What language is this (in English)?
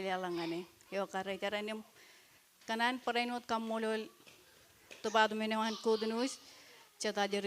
Marshallese